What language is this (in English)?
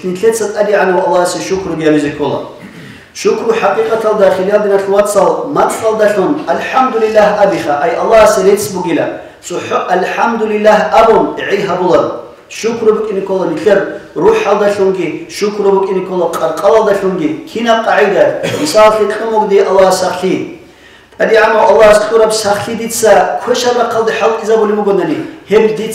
Avaric